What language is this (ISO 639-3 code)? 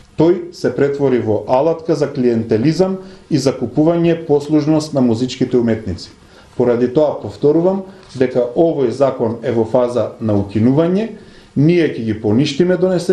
mkd